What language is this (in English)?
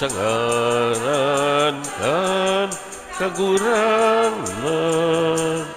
Bikol